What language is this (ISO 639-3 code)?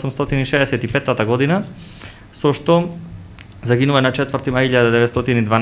mkd